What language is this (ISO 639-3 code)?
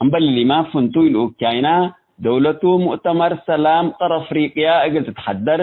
tig